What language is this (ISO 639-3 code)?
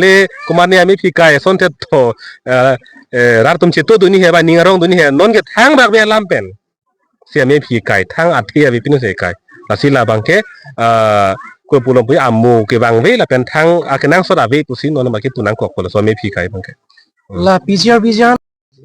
mjw